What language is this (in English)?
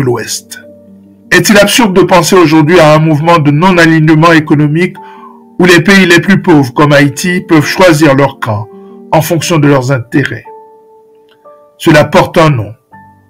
French